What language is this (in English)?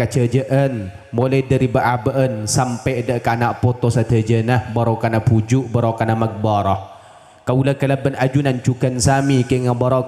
Madurese